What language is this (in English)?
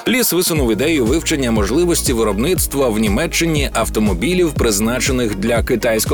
Ukrainian